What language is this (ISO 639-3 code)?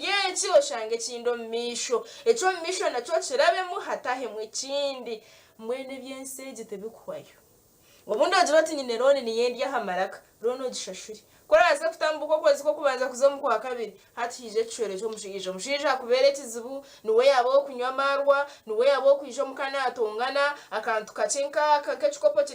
nyn